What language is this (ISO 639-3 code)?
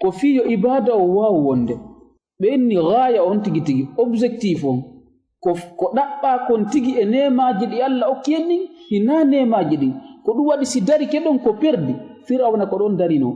ful